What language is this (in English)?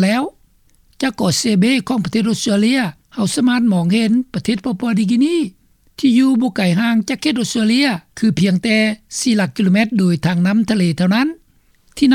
Lao